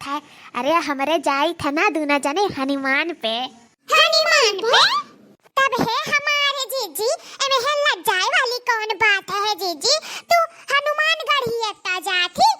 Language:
Awadhi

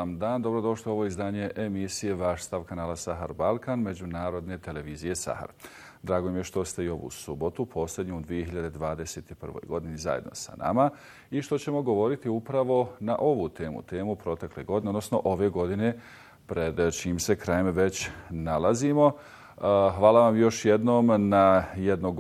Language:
Bosnian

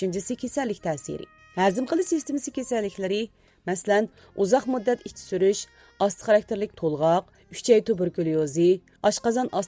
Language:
Uyghur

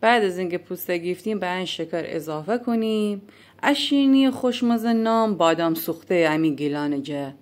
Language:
Gilaki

